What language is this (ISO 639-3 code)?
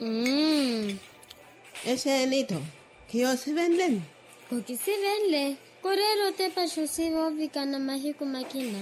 vmw